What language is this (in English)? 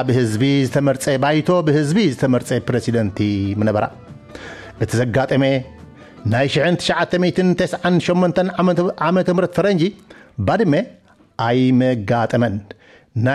Tigrinya